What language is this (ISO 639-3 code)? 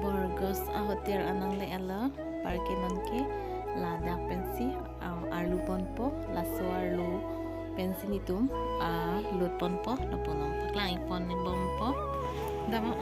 mjw